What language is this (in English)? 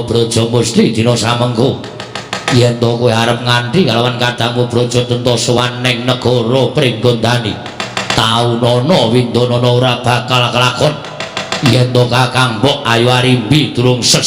Javanese